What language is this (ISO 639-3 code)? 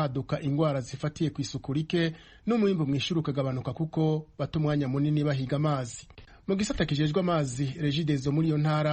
run